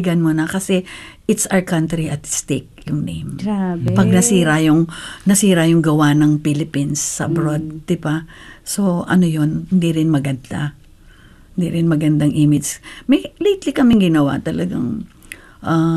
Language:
Filipino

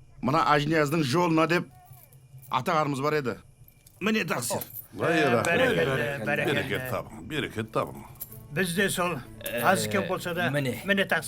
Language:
Kara-Kalpak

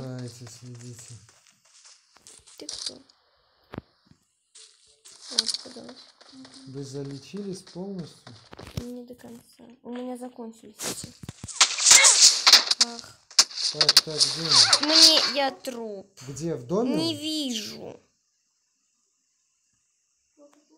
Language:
Russian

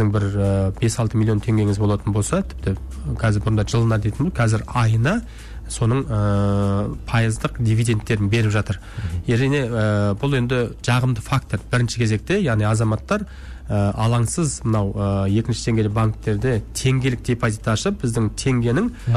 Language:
Kazakh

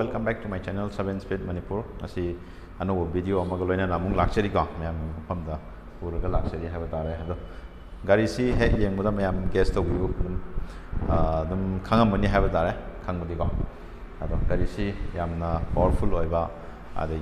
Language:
Manipuri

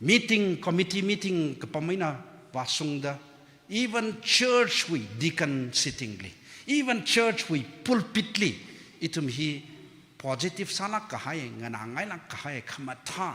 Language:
Tangkhul Naga (India)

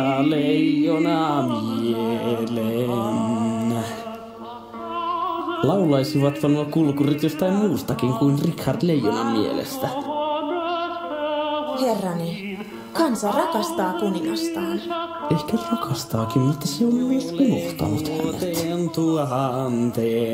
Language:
Finnish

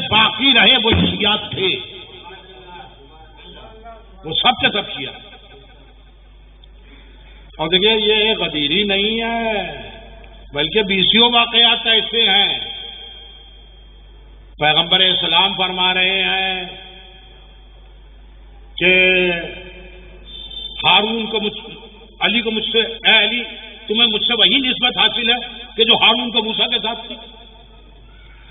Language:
Urdu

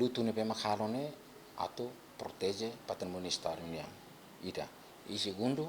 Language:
Tetum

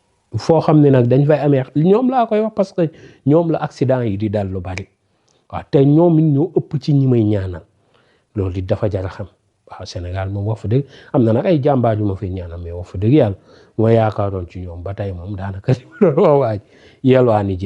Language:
Wolof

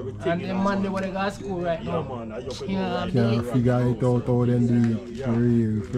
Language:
Jamaican Creole English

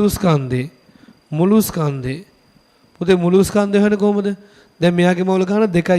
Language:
Sinhala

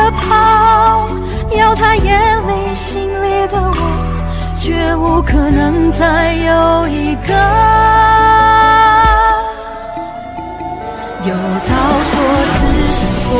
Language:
Chinese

